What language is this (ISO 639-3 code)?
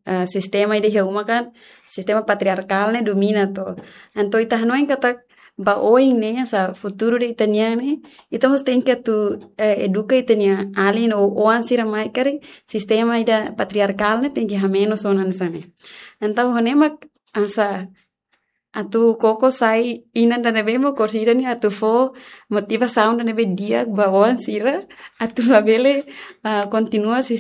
tet